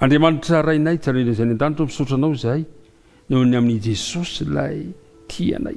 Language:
Malagasy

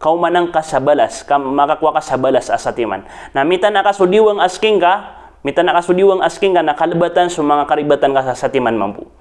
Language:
Maranao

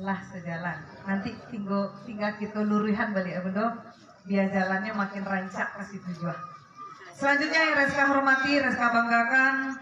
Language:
Minangkabau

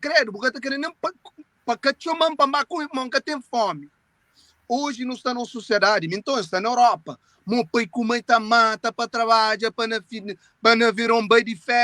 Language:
Kabuverdianu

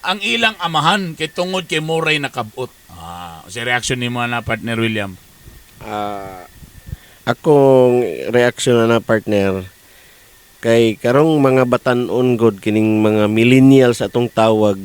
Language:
Cebuano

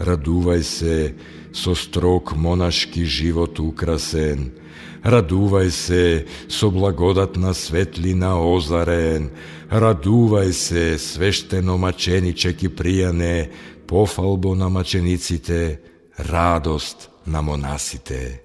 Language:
Macedonian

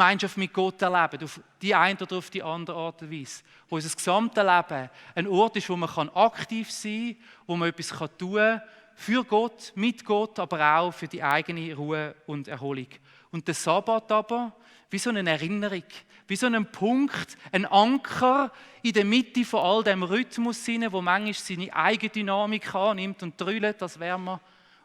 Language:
Swiss German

